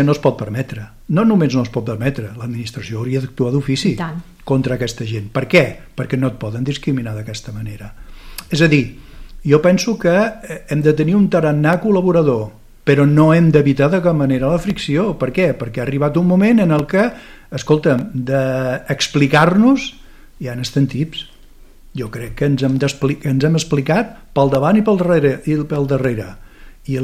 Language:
Catalan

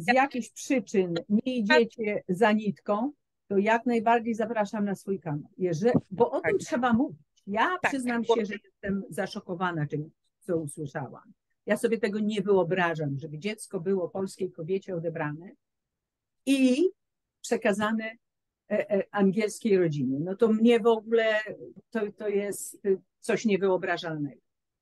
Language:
Polish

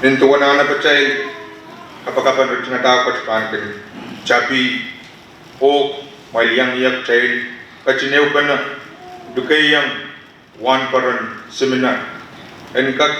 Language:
Pohnpeian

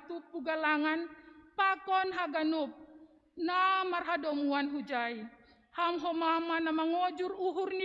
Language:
Batak Simalungun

